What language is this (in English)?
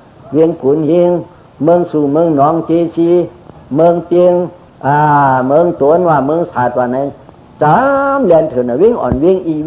Shan